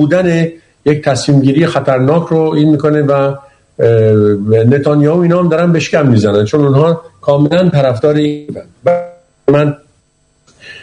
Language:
Persian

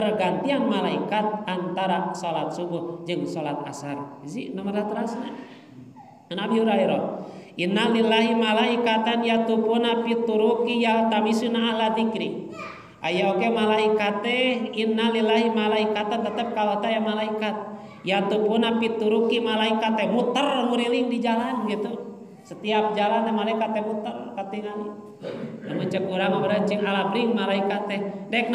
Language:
Sundanese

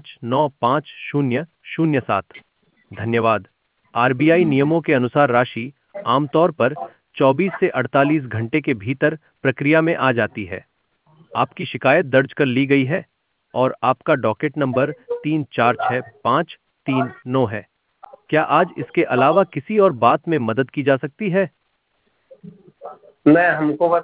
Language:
Hindi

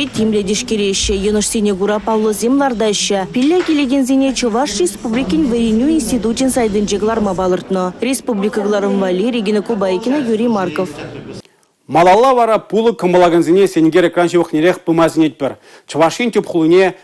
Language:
Chuvash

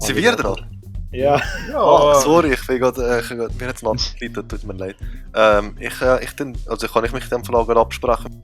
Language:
Swiss German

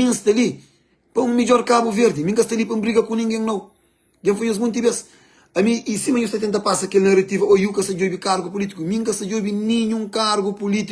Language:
Kabuverdianu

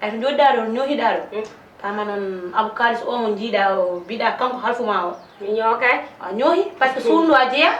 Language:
Fula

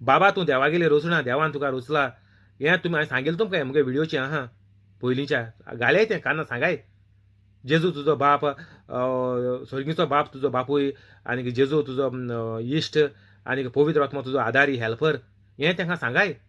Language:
Konkani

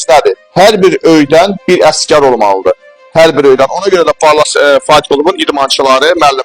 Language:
Azerbaijani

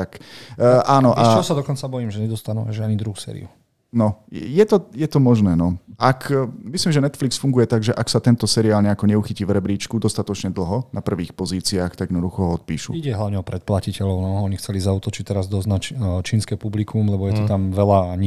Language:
Slovak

